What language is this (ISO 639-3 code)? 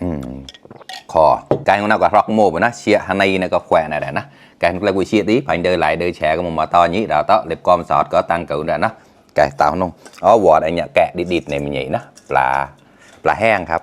mnw